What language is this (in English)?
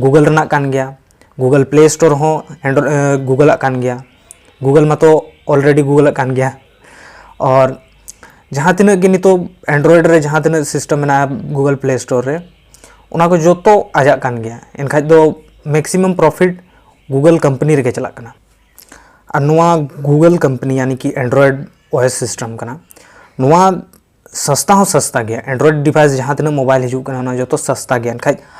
Santali